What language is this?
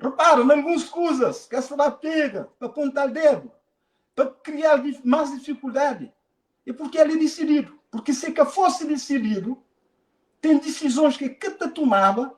Kabuverdianu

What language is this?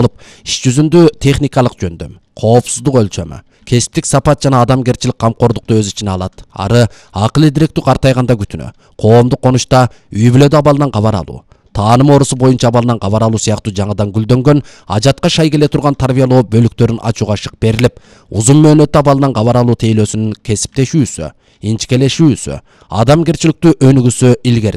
Kyrgyz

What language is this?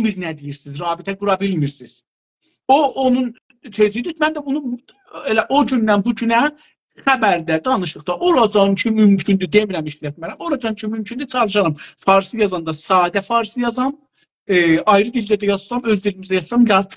South Azerbaijani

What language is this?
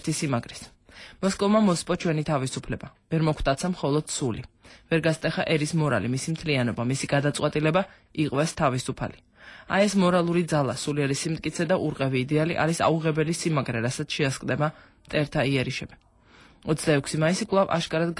Georgian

